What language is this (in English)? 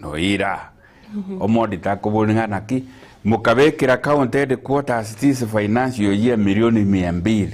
Gusii